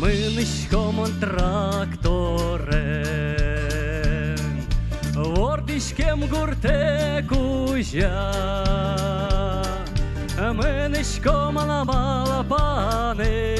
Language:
Udmurt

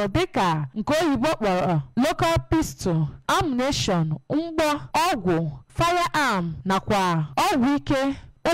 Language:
Igbo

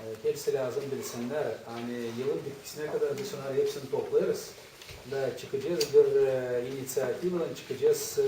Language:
Gagauz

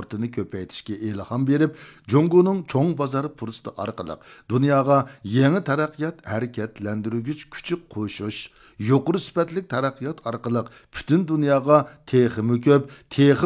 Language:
Uyghur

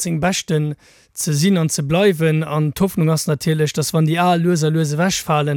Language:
Luxembourgish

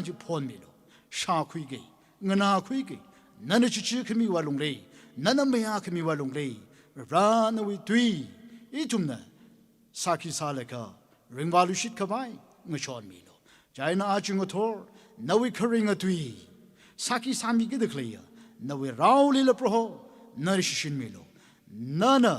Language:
Tangkhul Naga (India)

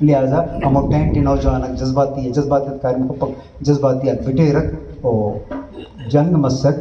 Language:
Brahui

